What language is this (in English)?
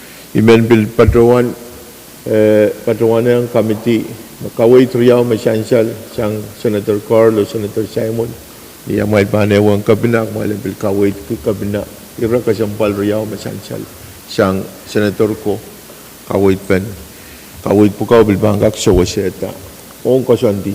Pohnpeian